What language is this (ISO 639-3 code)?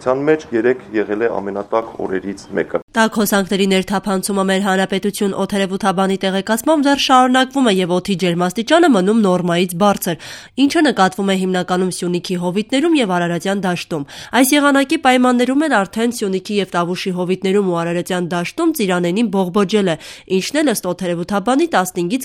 hye